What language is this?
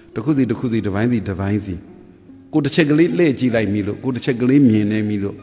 Burmese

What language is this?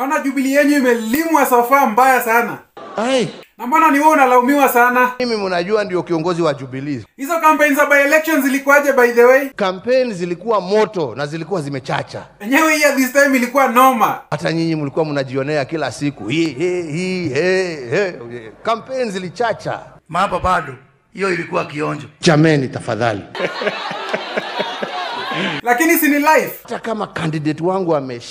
Swahili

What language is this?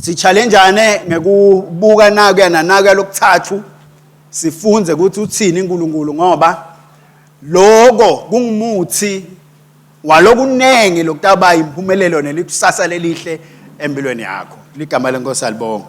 Swati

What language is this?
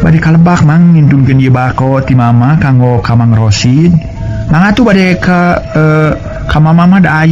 Sundanese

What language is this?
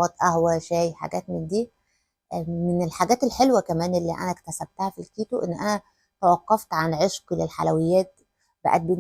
Egyptian Arabic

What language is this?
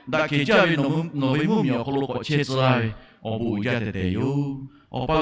Lahu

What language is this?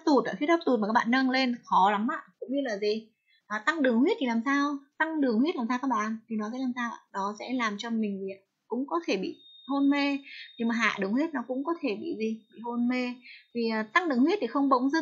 Vietnamese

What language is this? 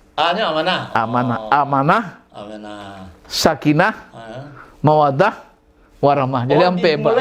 Minangkabau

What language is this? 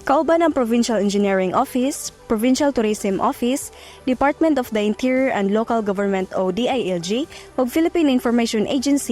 Cebuano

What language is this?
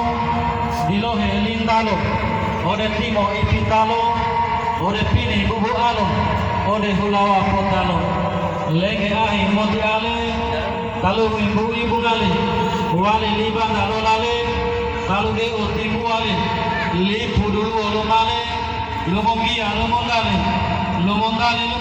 Gorontalo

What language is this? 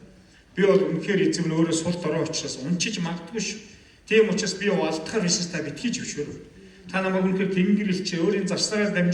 Mongolian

